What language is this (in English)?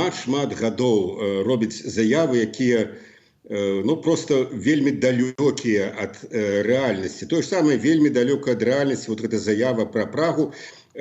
Belarusian